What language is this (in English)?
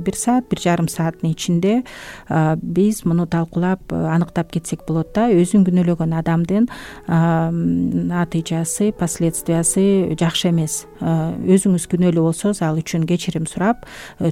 Kyrgyz